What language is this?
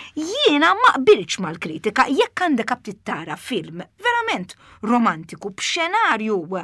Maltese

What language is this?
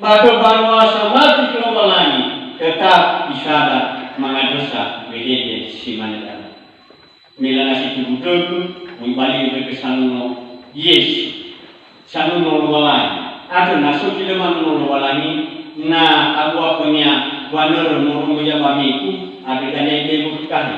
Nias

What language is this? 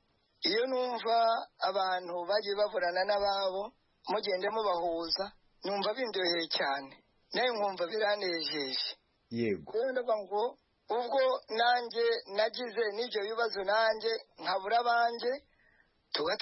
Kinyarwanda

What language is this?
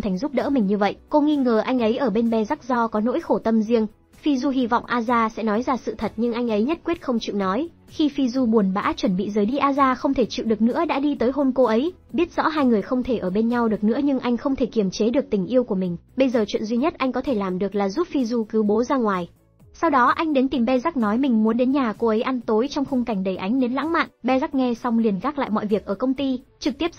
Vietnamese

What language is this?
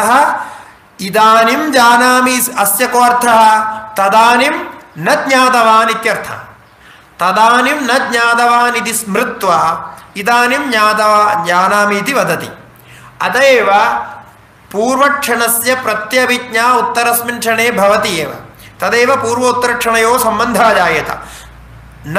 Sanskrit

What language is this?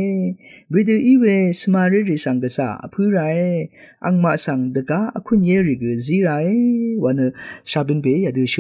Rawang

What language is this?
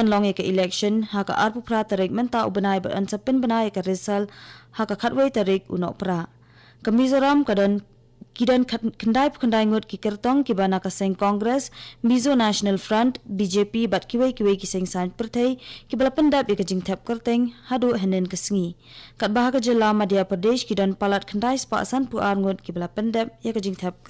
Khasi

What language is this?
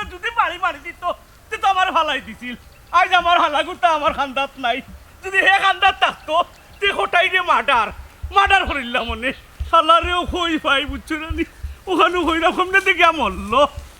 Sylheti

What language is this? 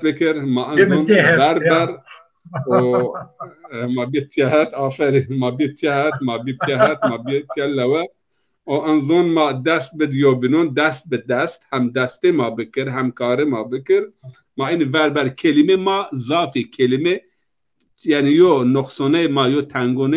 Zaza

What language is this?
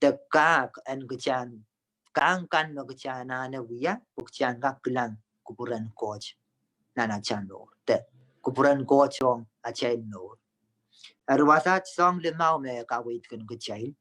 Pohnpeian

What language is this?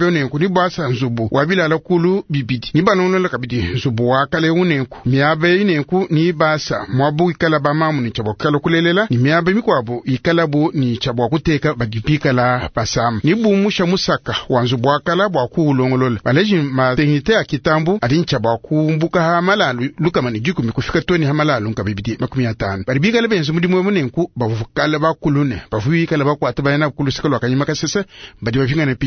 Luba-Lulua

